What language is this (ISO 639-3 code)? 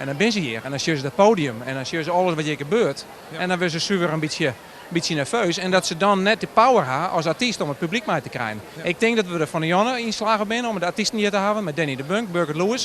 fry